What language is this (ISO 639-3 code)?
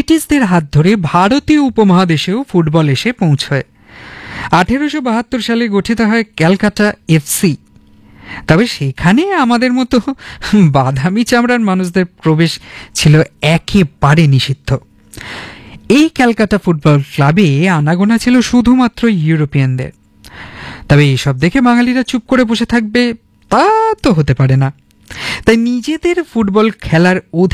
ben